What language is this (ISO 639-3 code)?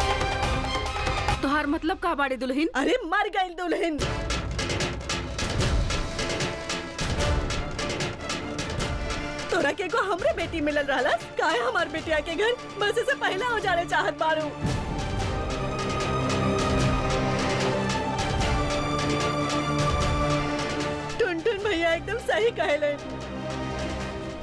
bho